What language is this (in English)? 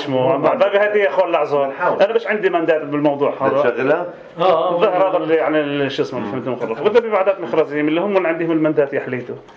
North Levantine Arabic